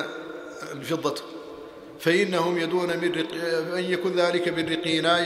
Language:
Arabic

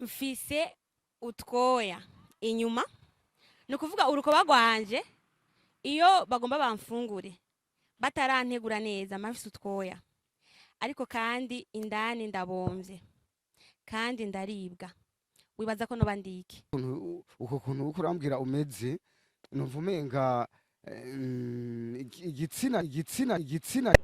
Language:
Rundi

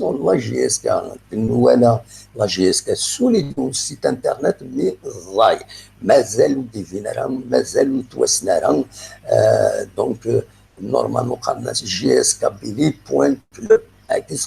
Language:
Kabyle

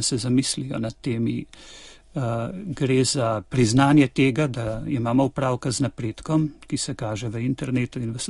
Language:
Slovenian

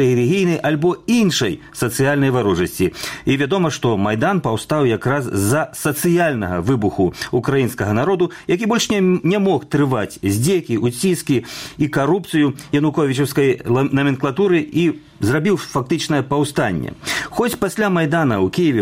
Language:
Belarusian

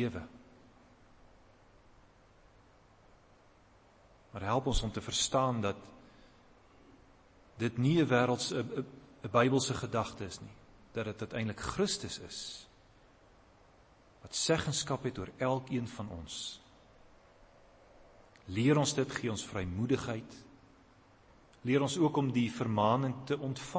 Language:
Afrikaans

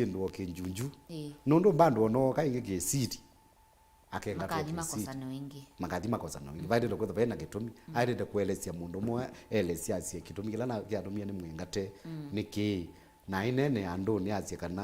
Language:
Kamba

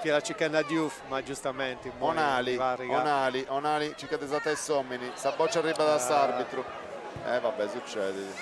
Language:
Sardinian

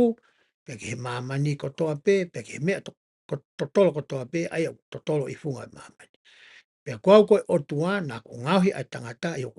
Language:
Tongan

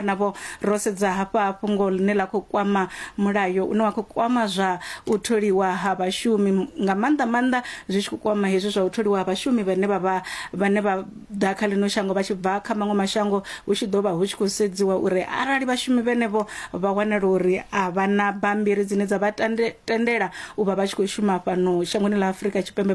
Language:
Venda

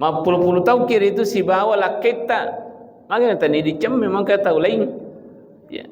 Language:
Buginese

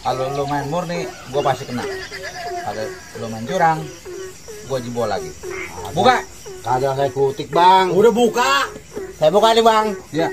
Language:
Betawi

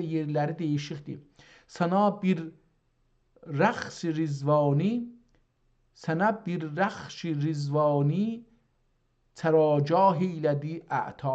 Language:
South Azerbaijani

